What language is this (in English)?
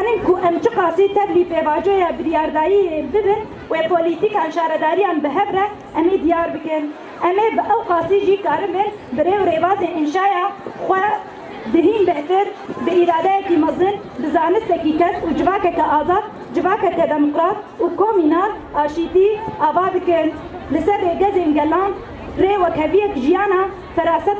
Kurdish